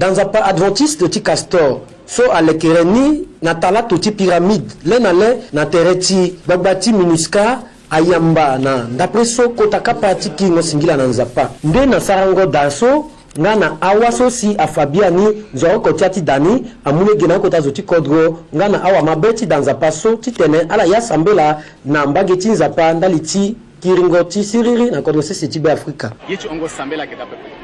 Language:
Sango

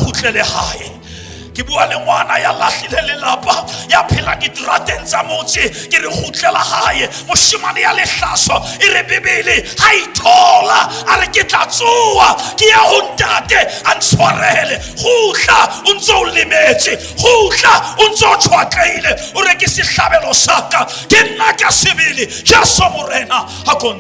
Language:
Southern Sotho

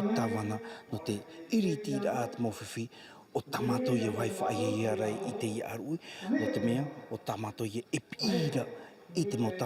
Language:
Tahitian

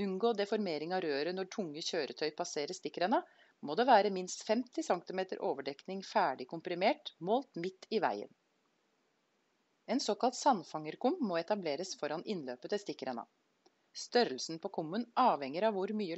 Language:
Norwegian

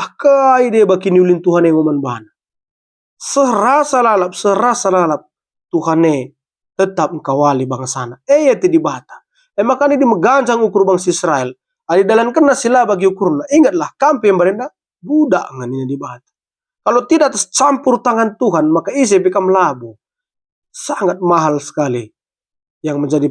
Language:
Batak Karo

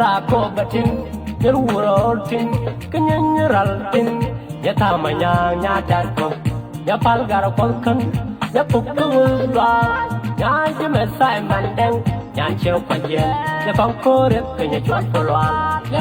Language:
Nuer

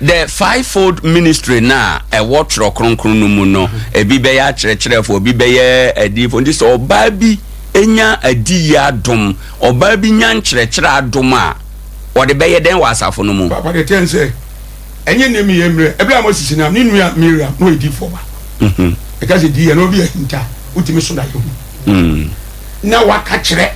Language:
Akan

